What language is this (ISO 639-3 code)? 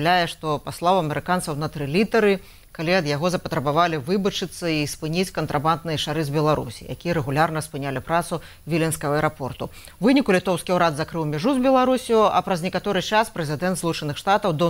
bel